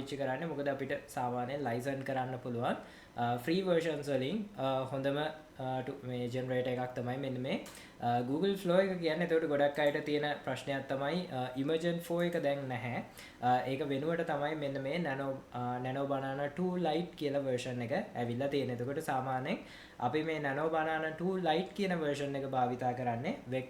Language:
Sinhala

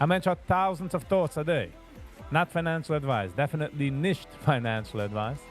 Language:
Yiddish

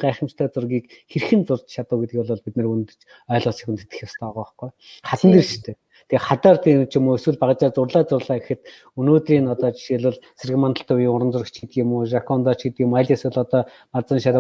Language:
Mongolian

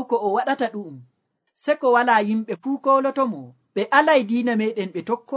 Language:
Nigerian Fulfulde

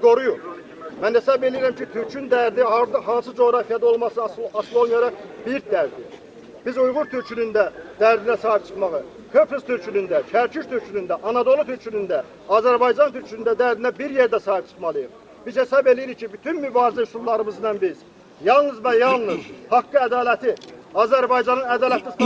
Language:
Azerbaijani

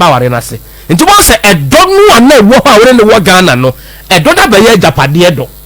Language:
Akan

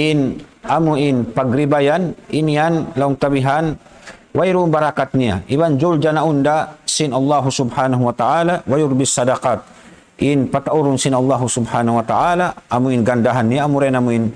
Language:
Tausug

